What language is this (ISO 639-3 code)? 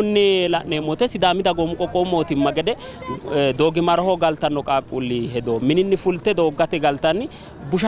sid